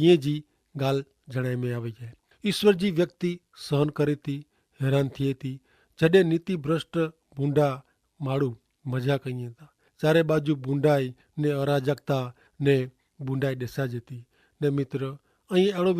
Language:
Kachhi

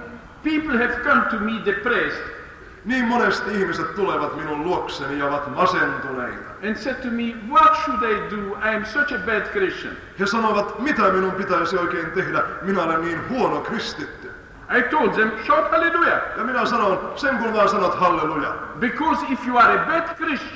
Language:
Finnish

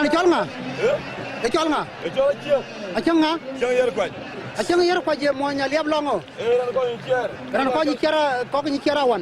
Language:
Dinka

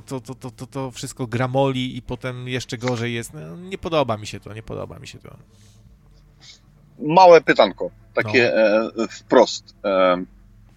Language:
Polish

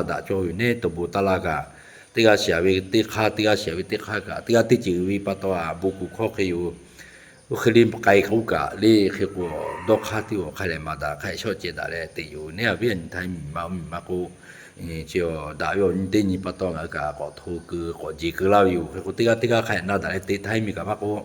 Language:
Lahu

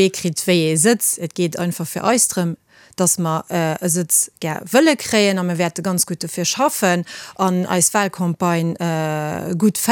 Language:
Luxembourgish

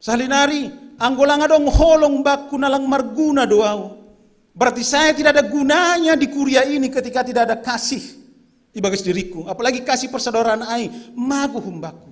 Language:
Batak Simalungun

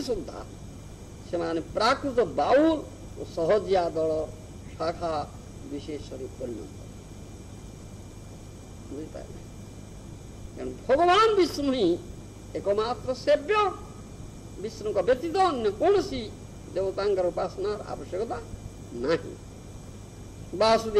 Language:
Odia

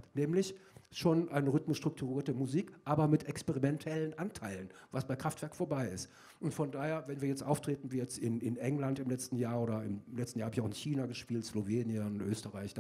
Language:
German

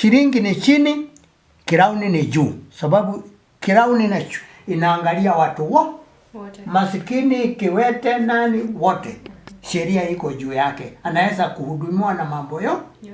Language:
Swahili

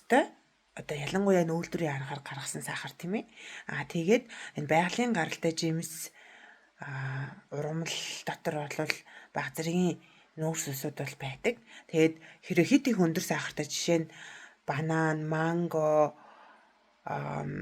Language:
Mongolian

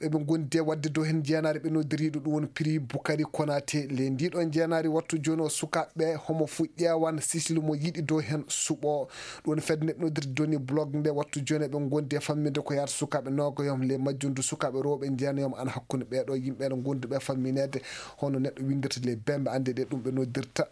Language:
Nigerian Fulfulde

